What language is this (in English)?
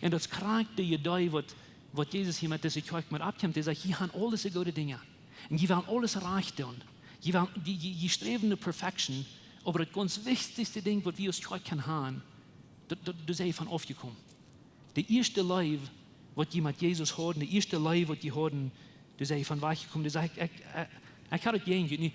Plautdietsch